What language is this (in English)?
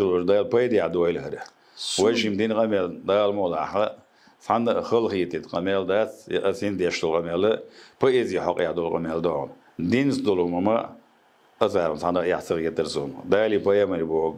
Chechen